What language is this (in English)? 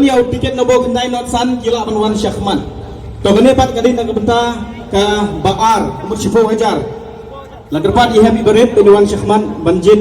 Khasi